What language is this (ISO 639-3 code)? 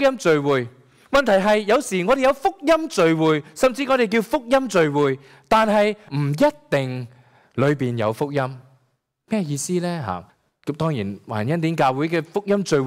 yue